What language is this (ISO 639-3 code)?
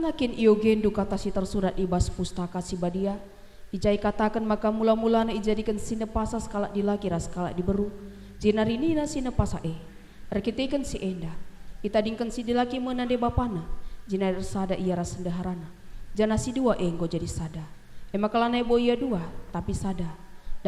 btx